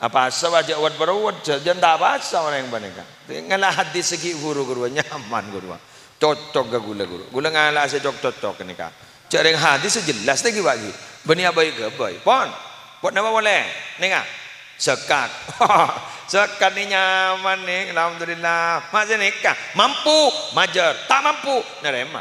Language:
Madurese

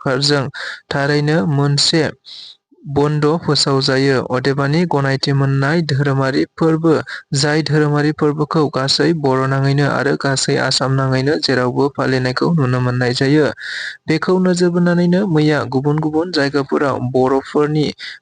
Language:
Bodo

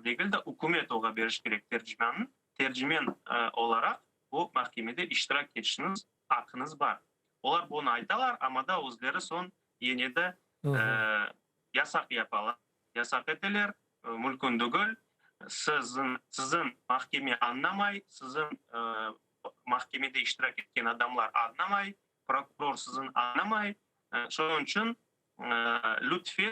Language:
Crimean Tatar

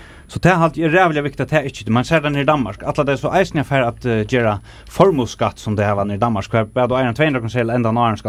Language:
Faroese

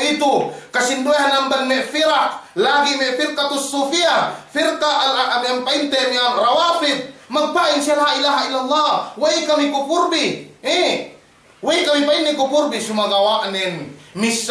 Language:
Yakan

